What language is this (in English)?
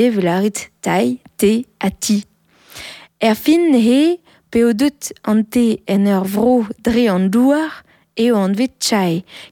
Breton